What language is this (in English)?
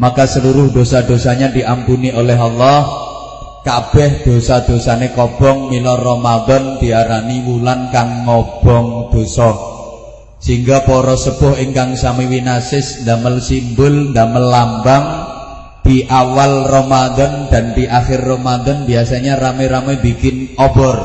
Javanese